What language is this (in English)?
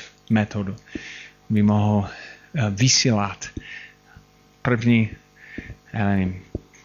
Czech